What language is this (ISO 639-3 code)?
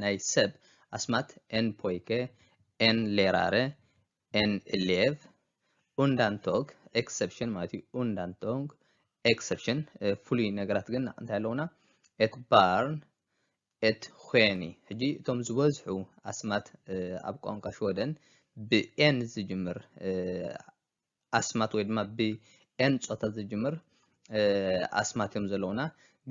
tir